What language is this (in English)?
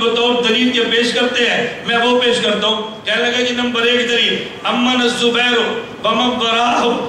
Urdu